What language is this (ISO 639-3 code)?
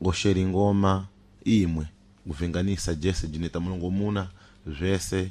seh